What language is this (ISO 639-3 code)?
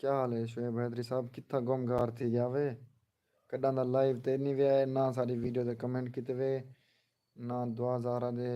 skr